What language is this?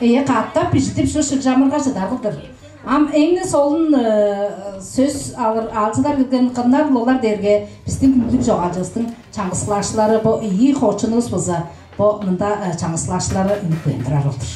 Tuvinian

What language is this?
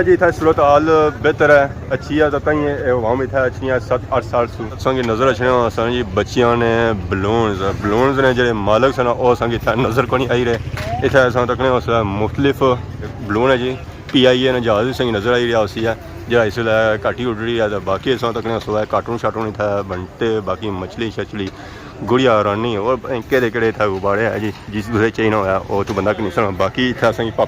Pahari-Potwari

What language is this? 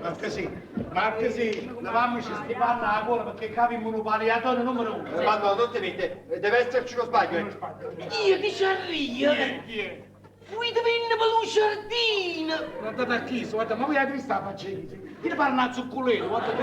Neapolitan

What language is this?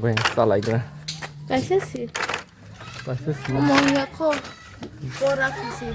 Kok Borok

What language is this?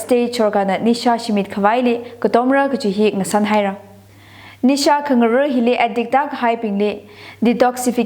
Tangkhul Naga (India)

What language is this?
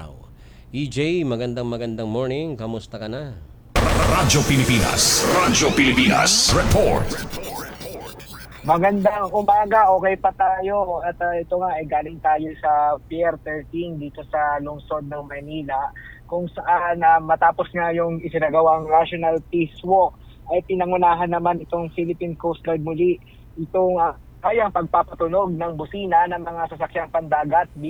Filipino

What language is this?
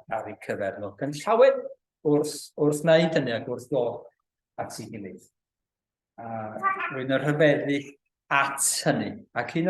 Welsh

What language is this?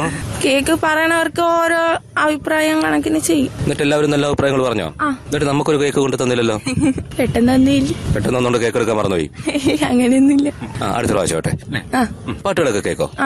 Malayalam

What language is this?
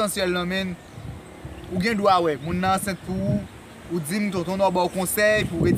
Haitian Creole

